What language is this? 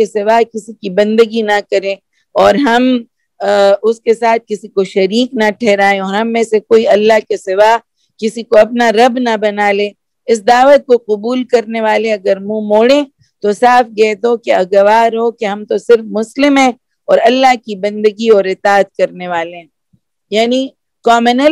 Urdu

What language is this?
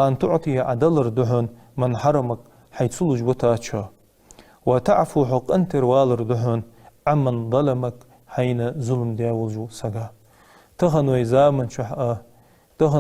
Ingush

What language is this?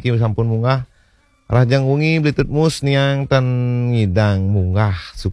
Balinese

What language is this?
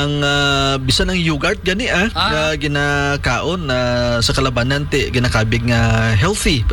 Hiligaynon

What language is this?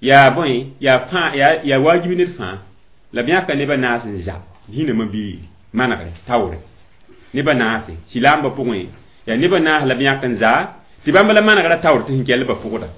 Mossi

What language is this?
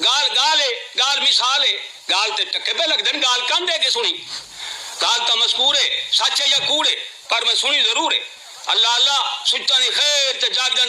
Saraiki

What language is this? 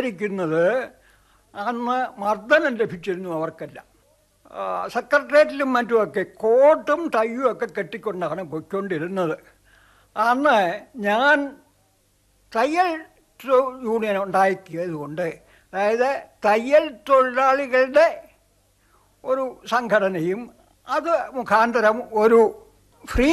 Malayalam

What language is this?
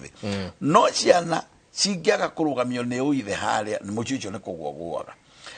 Kikuyu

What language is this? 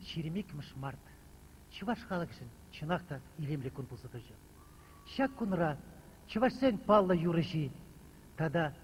Chuvash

